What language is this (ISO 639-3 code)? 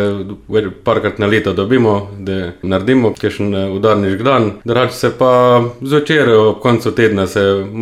slv